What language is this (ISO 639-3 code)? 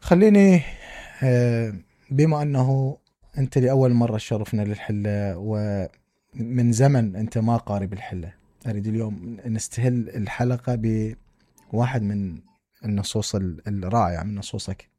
acm